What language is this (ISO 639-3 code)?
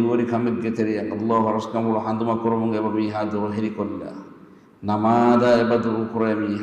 div